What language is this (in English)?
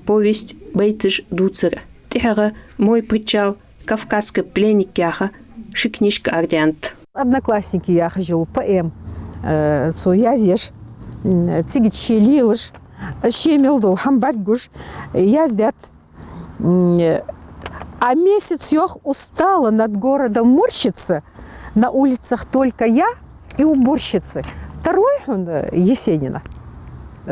Ingush